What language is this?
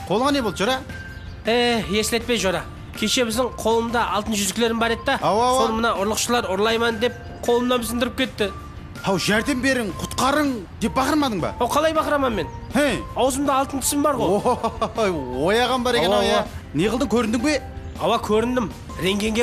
Kara-Kalpak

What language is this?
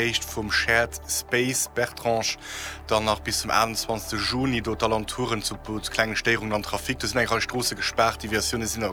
Luxembourgish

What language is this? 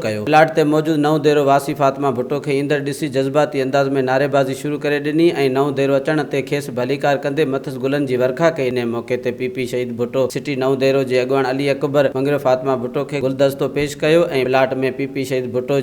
Sindhi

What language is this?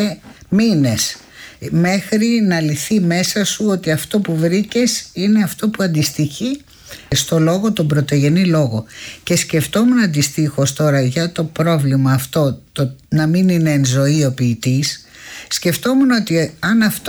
Greek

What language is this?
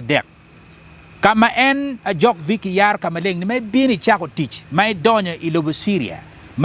Acoli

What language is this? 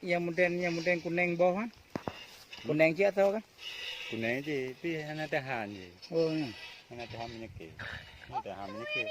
Achinese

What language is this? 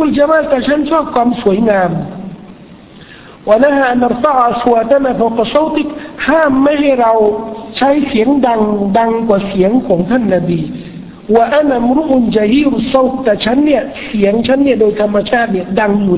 Thai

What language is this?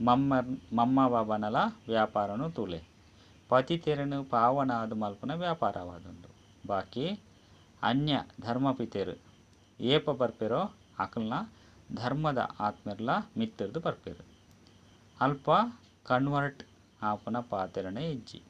Tulu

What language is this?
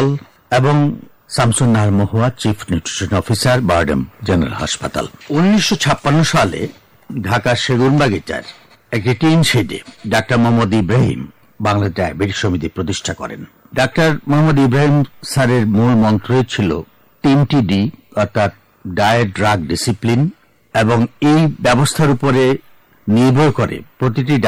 Bangla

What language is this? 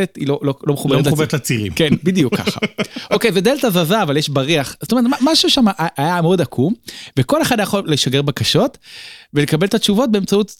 Hebrew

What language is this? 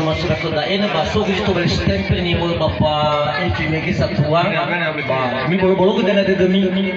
Nias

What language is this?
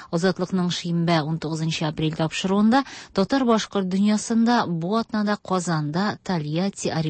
Tatar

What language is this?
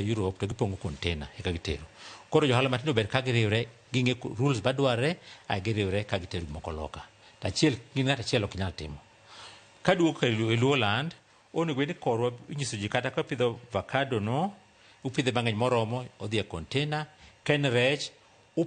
Luo (Kenya and Tanzania)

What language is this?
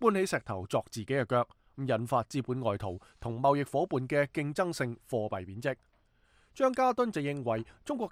Cantonese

